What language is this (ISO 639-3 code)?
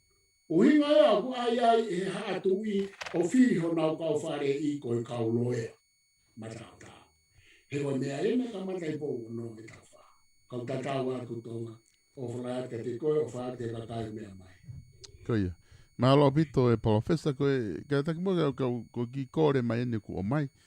ton